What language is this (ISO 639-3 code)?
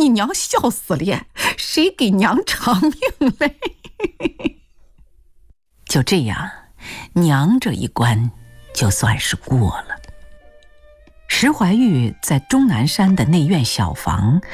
zho